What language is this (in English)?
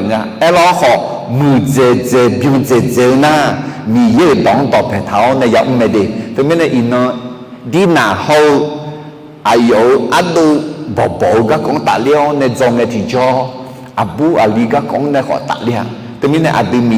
Akha